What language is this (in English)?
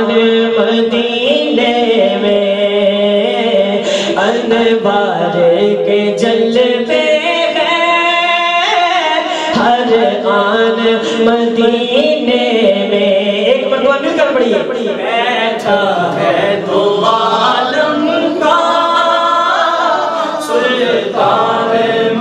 Urdu